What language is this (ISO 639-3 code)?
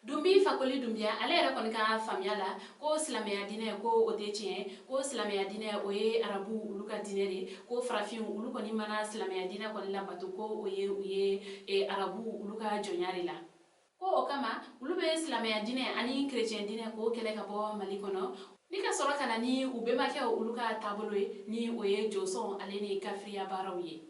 bam